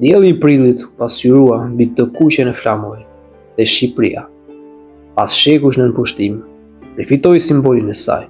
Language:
Albanian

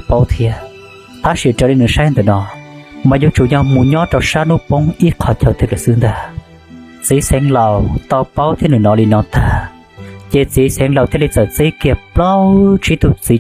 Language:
Hmong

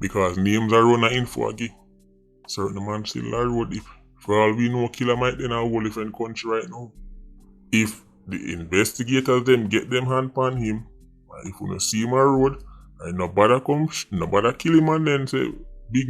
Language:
Jamaican Creole English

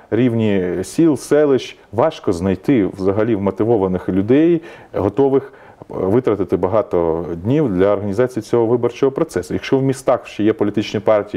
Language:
Ukrainian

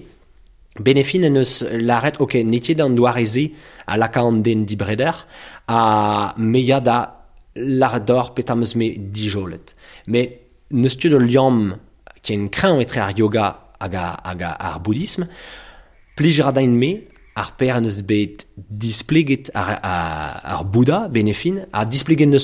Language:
Breton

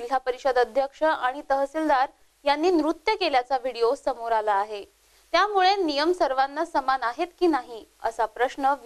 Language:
Marathi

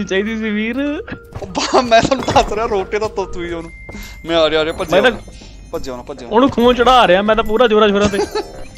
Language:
Punjabi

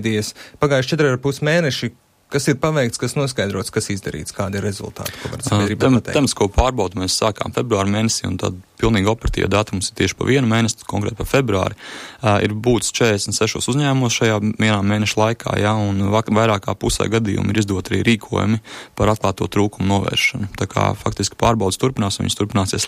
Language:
Latvian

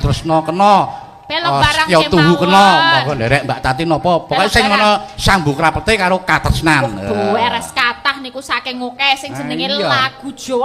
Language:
Javanese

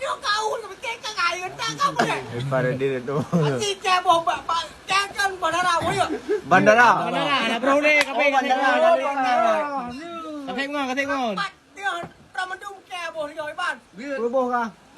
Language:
Achinese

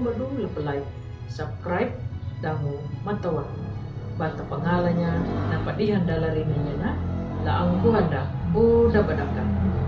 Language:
Anakalangu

